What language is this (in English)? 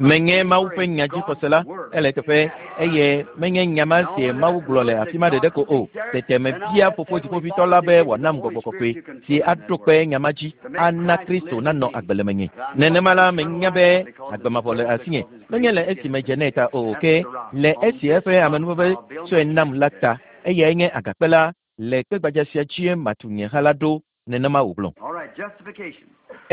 Ewe